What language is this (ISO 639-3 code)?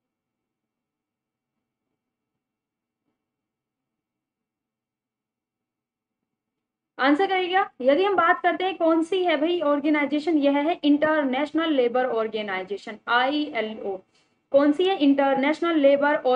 hin